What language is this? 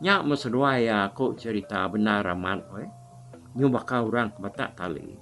Iban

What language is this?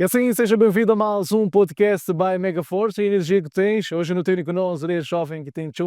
Kabuverdianu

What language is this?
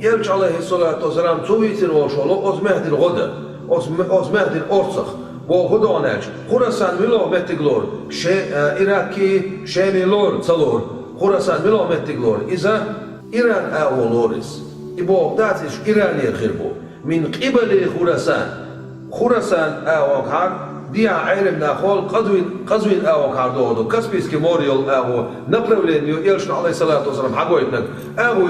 Chechen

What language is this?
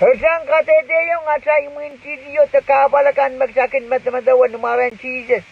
Pohnpeian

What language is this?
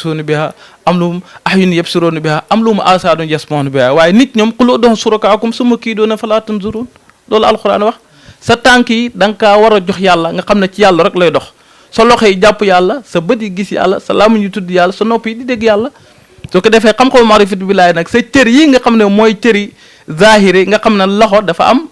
Wolof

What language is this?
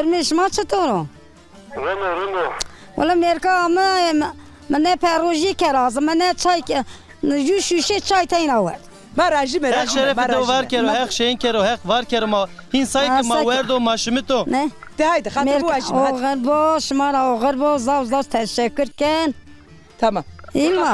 Zaza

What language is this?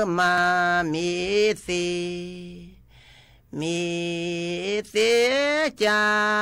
S'gaw Karen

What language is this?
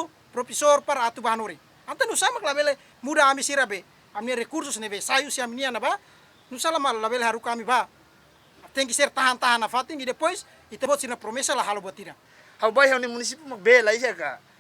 Tetum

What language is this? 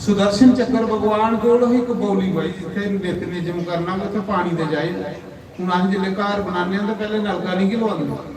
Dogri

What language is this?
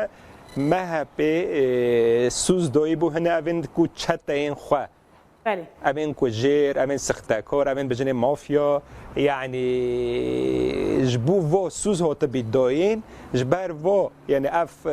Kurdish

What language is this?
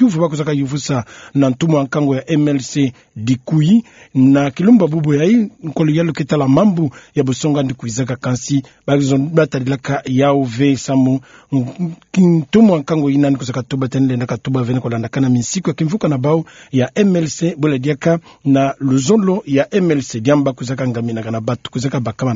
Kituba (Democratic Republic of Congo)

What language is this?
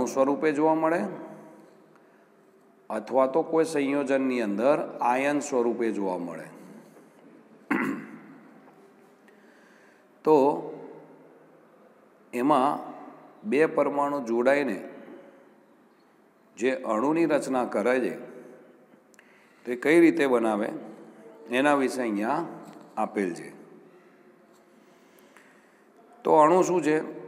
Gujarati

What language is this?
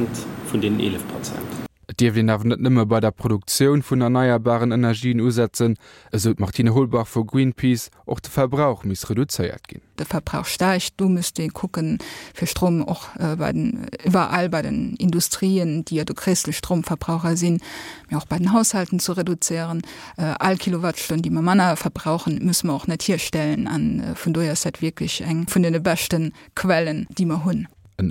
Luxembourgish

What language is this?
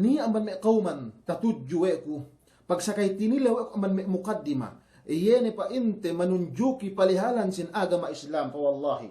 Yakan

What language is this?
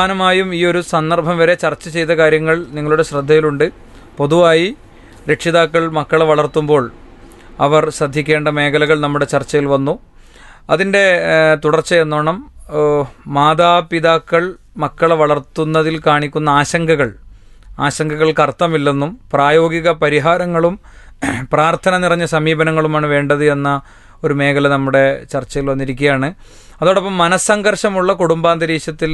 Malayalam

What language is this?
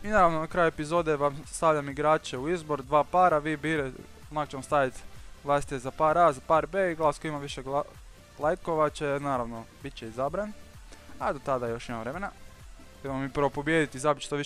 Croatian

